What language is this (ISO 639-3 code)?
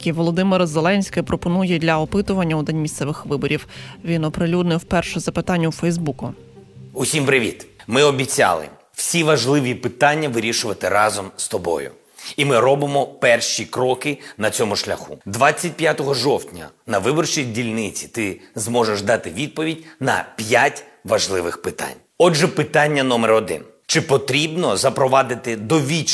ukr